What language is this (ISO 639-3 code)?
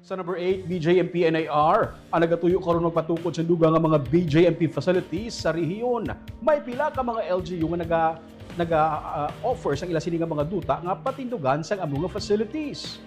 hil